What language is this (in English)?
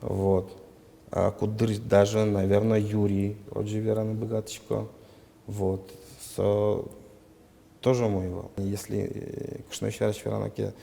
Udmurt